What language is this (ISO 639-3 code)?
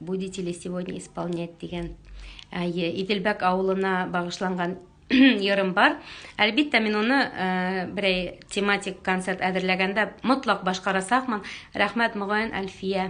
bak